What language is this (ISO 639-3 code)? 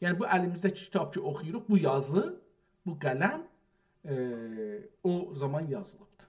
azb